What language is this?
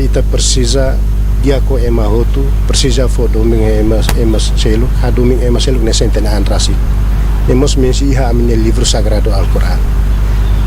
Tetum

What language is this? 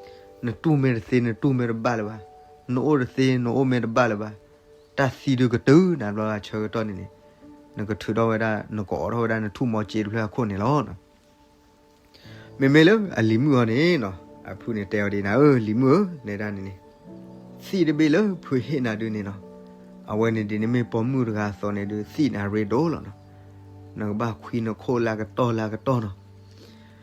S'gaw Karen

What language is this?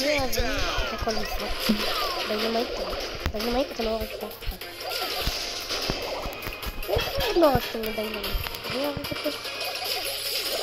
Hebrew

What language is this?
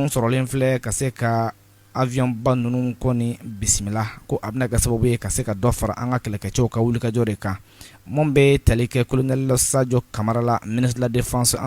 Bambara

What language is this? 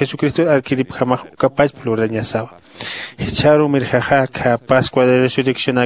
Aymara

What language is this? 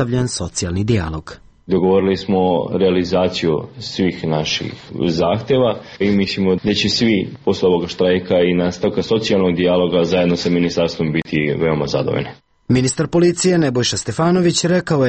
Serbian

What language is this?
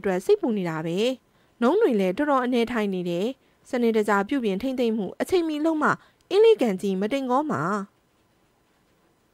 Burmese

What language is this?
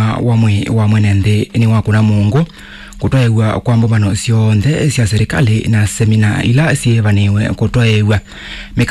Kamba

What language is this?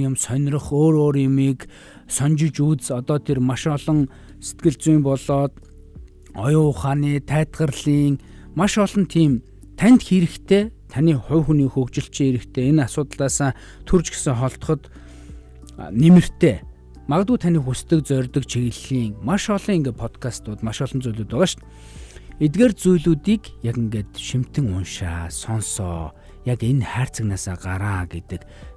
Mongolian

